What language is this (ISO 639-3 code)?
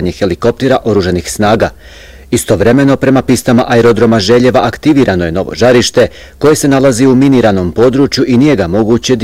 bos